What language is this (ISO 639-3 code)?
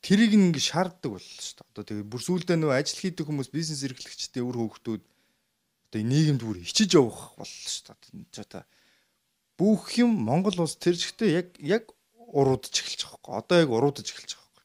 mon